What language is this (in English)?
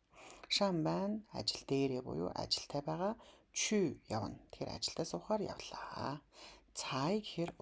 Mongolian